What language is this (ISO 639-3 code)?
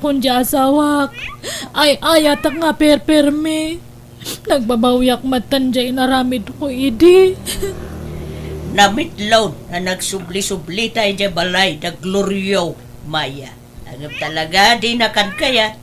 ilo